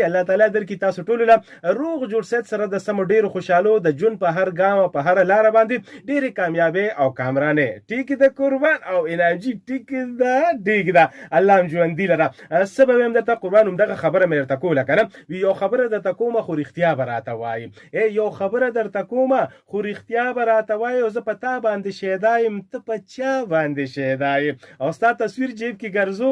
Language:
Pashto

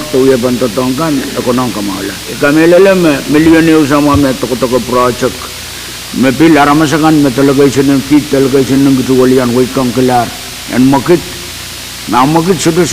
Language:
Pohnpeian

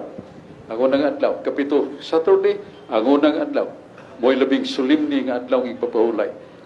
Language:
Cebuano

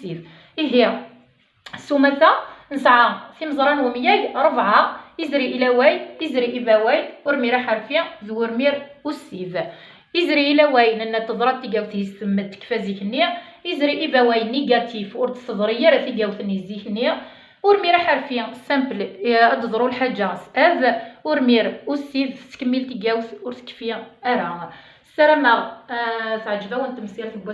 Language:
Kabyle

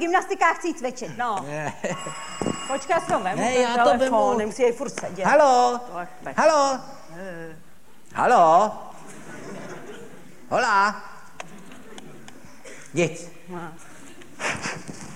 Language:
Czech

